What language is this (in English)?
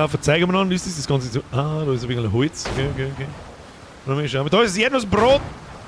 Bavarian